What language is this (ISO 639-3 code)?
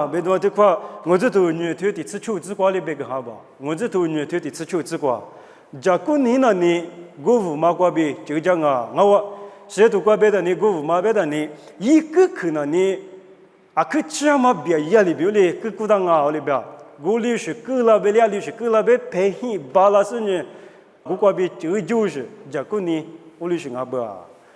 lis